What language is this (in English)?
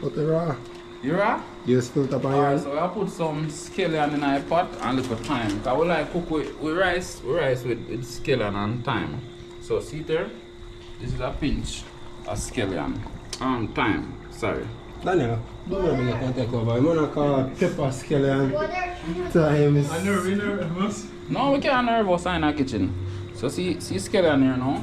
Jamaican Creole English